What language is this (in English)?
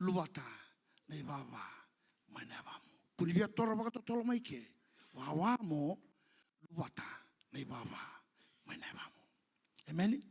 Fijian